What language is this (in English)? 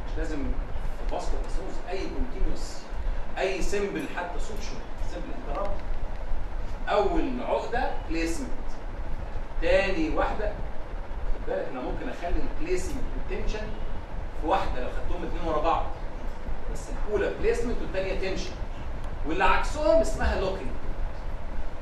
Egyptian Arabic